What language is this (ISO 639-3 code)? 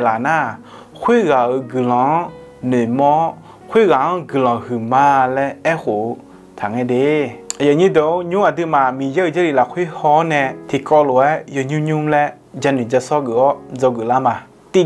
ahk